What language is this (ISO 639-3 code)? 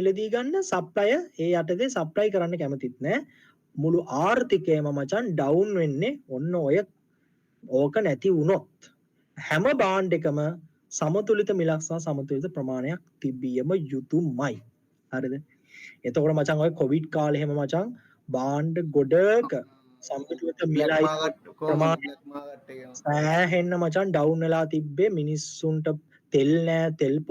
sin